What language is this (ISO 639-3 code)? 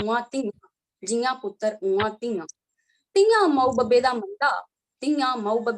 doi